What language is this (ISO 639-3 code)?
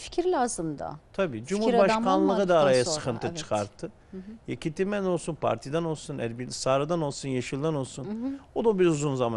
tur